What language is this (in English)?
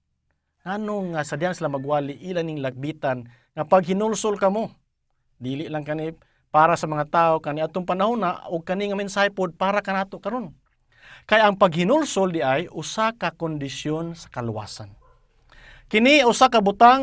Cebuano